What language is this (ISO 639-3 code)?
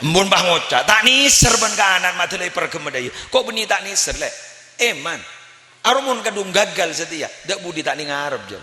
mad